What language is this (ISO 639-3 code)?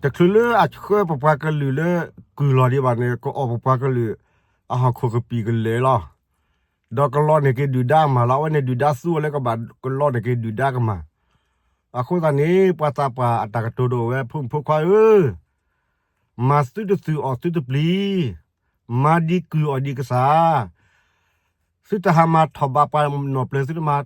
ksw